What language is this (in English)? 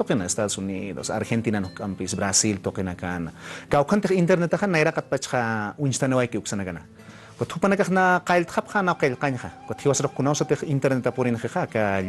Aymara